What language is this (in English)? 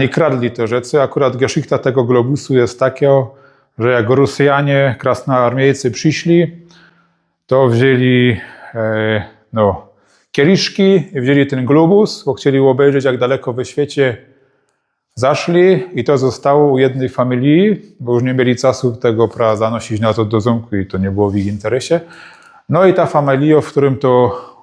Silesian